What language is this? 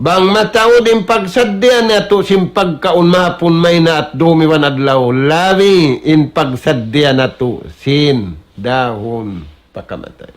Tausug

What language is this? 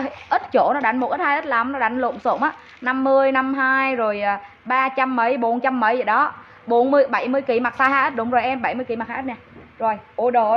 Vietnamese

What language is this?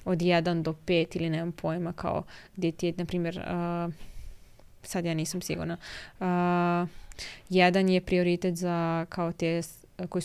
Serbian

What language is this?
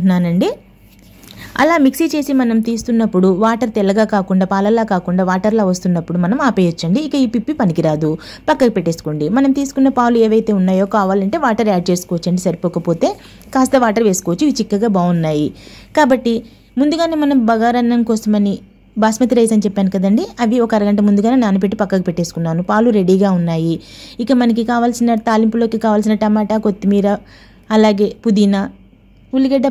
Telugu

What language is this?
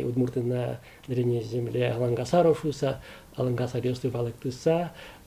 Udmurt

